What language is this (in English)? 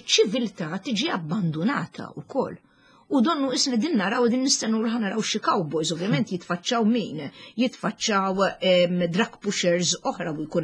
Maltese